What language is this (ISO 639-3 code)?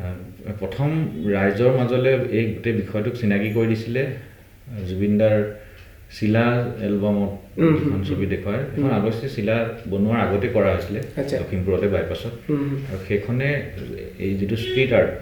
asm